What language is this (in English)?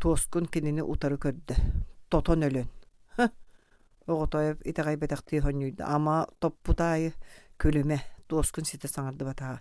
Yakut